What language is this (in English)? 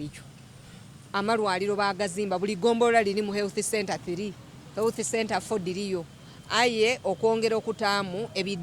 Soga